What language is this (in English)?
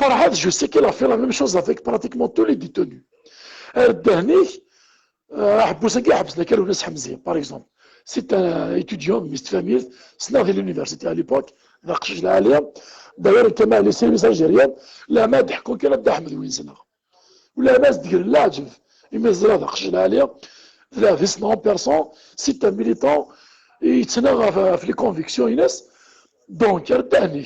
Kabyle